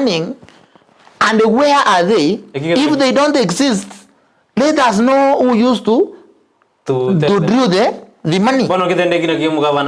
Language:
Gusii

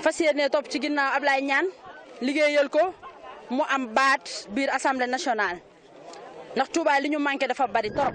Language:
Wolof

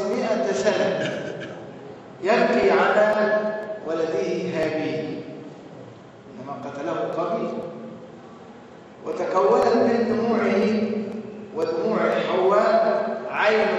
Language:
Arabic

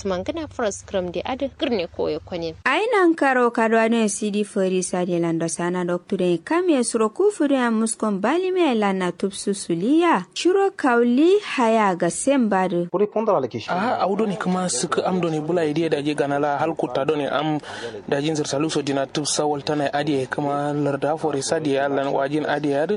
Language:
Kanuri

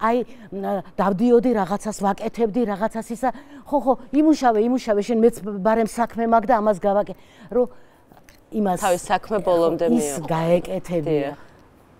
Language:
Georgian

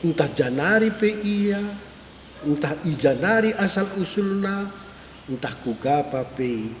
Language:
Batak Karo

